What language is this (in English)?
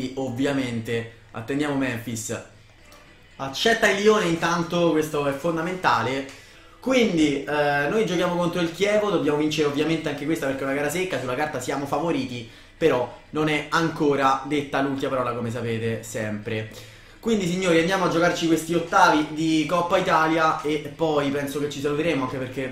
Italian